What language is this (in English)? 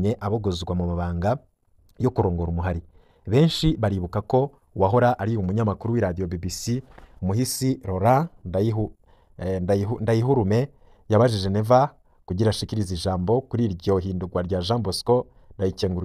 Rundi